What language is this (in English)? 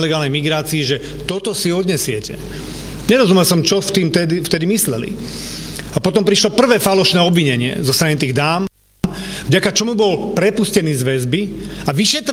Slovak